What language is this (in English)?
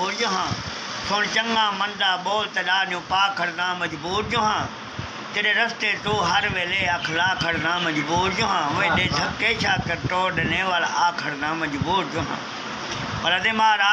Saraiki